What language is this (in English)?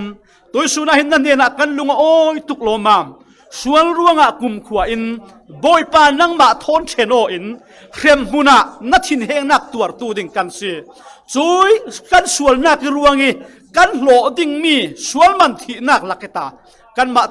Falam Chin